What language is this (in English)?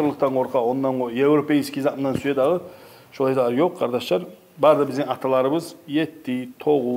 Kumyk